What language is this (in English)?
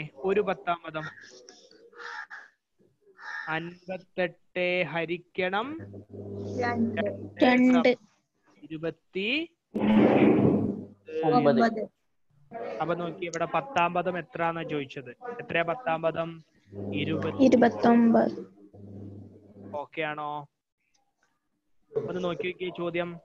Malayalam